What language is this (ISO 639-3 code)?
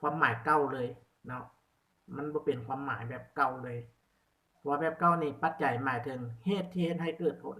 lao